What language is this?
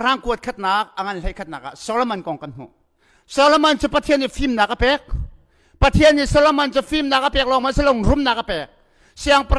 Hakha Chin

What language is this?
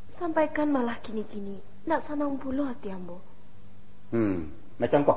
Minangkabau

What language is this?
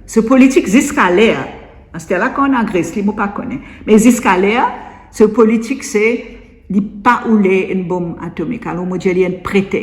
Morisyen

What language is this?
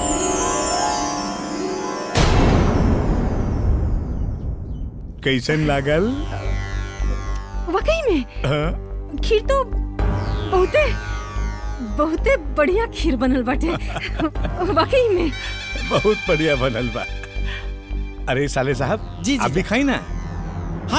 Bhojpuri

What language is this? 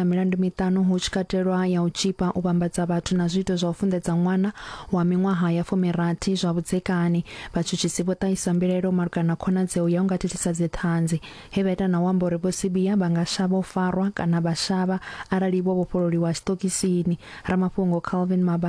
Venda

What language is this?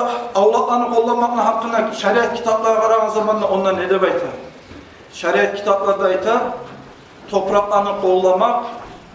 Kumyk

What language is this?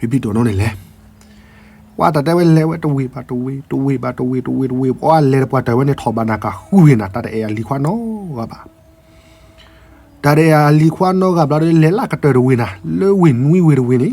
S'gaw Karen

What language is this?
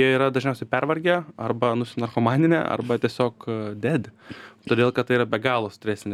Lithuanian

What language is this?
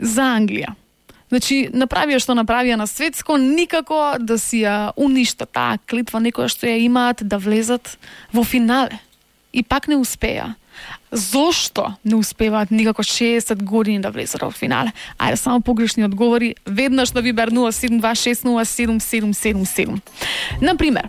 Macedonian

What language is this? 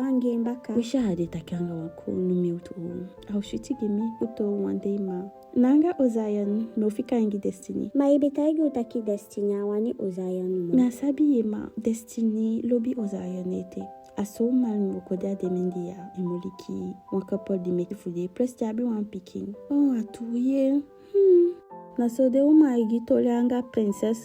Eastern Maroon Creole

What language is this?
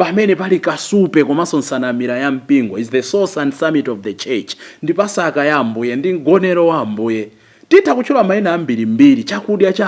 Nyanja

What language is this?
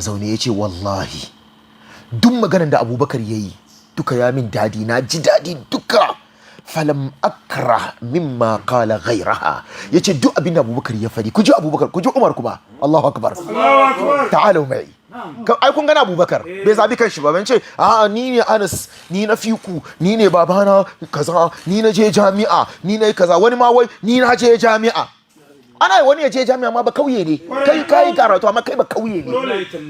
Hausa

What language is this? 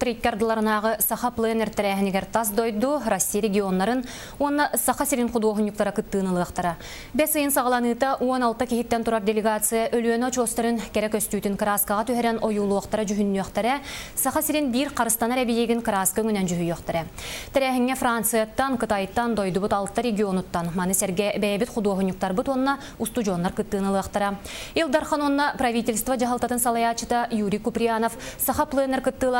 Yakut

